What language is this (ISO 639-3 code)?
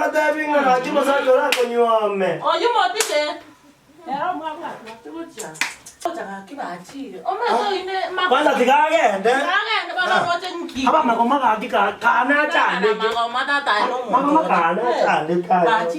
guz